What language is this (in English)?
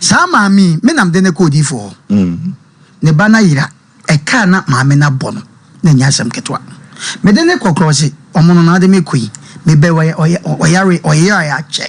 Akan